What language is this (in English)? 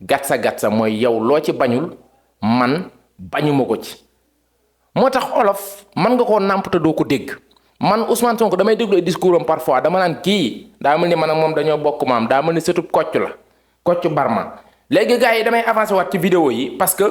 Wolof